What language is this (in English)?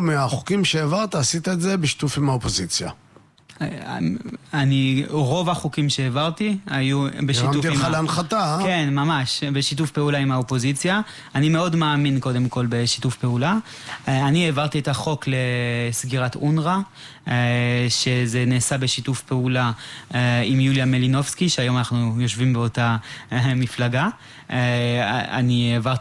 Hebrew